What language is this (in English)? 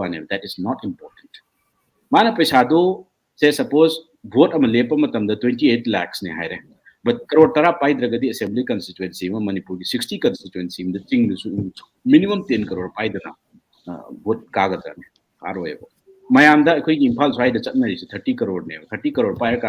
Manipuri